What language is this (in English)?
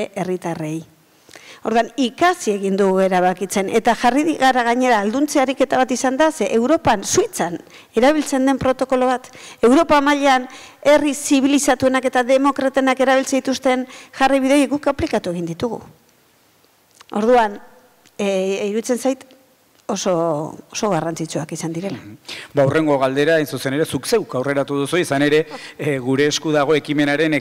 Basque